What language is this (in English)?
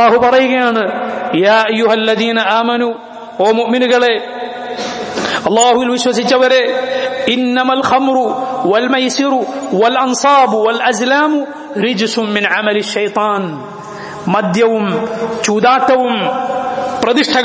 Malayalam